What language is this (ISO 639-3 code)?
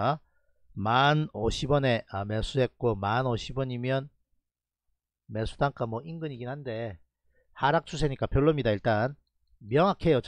kor